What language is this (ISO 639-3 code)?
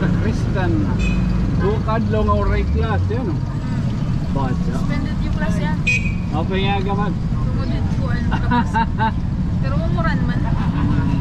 war